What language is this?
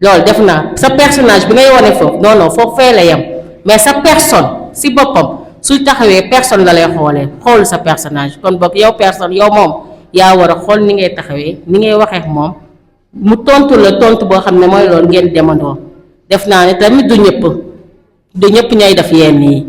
Wolof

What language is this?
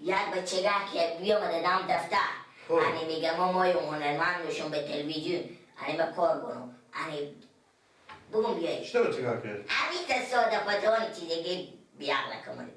Persian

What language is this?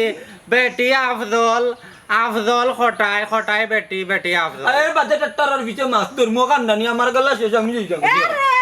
Sylheti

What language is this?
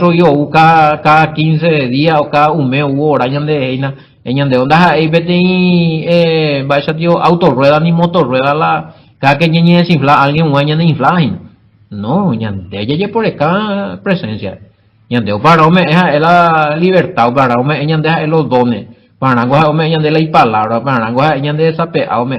Guarani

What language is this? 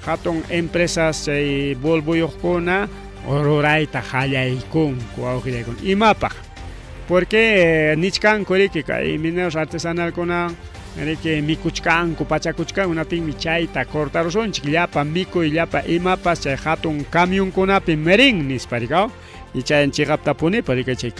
Ayacucho Quechua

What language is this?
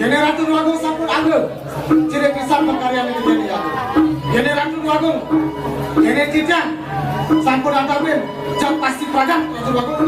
Balinese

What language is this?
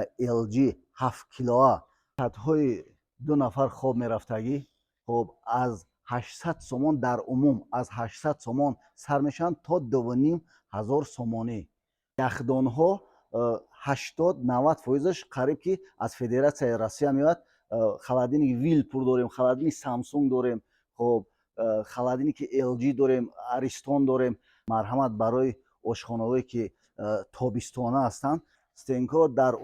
Tajik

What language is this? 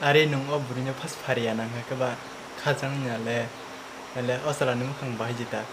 Kok Borok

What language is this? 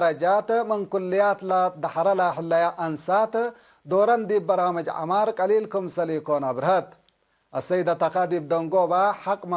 Tigre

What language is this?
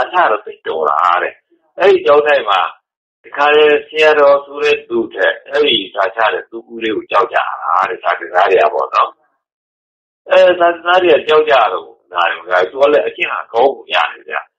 Burmese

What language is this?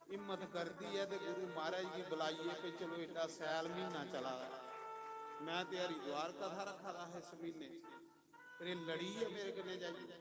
Dogri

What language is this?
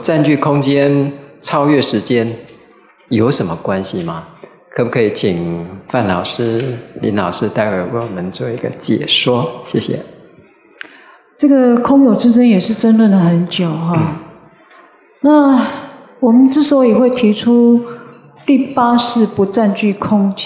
Chinese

